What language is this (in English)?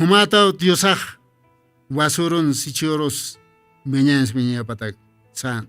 Aymara